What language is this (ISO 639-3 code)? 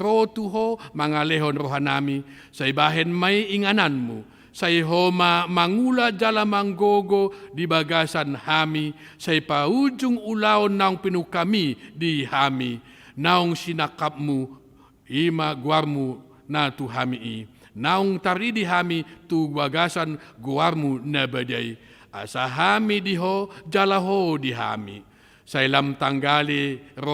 bbc